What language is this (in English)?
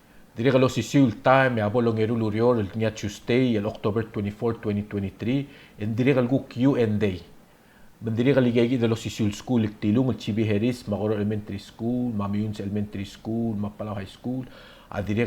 Palauan